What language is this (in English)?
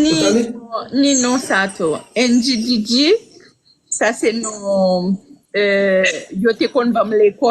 Haitian Creole